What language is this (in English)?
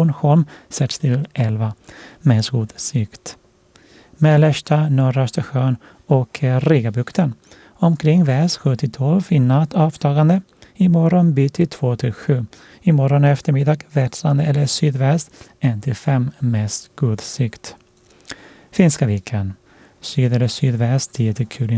Swedish